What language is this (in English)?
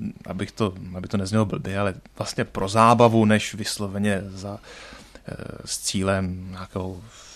Czech